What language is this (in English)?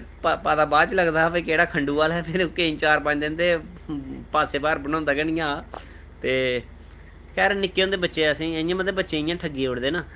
Dogri